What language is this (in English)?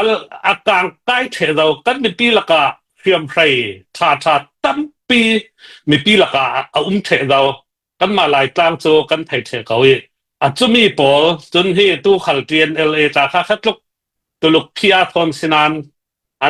Falam Chin